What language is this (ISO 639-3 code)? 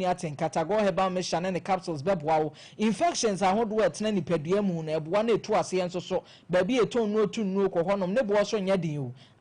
aka